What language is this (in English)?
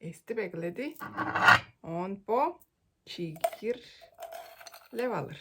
Tuvinian